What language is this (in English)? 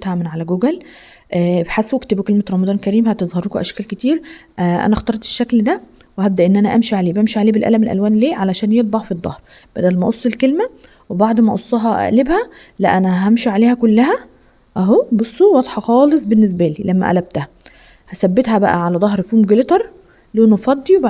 Egyptian Arabic